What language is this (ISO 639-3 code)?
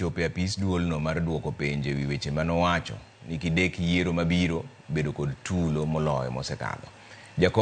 luo